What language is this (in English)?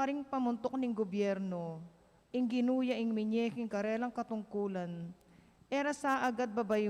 Pampanga